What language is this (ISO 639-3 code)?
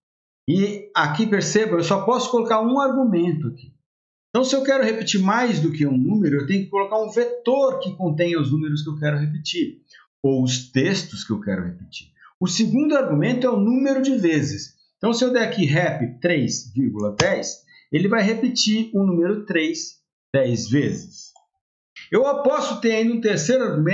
por